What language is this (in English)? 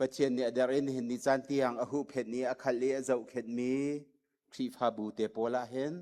Hakha Chin